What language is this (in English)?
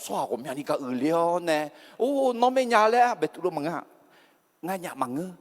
Akha